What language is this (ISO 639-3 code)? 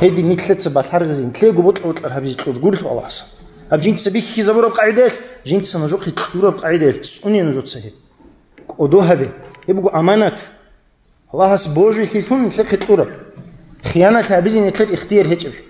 ava